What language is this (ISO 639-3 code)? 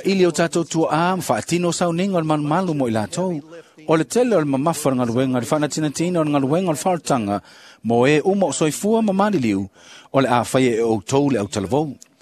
smo